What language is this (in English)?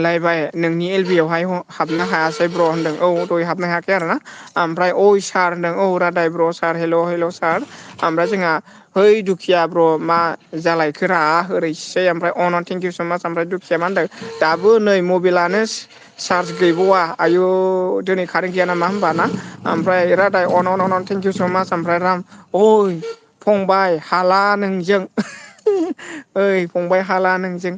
Bodo